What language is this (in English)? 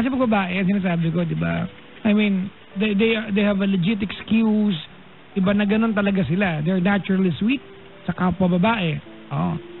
Filipino